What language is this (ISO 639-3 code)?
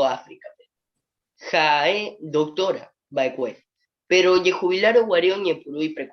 grn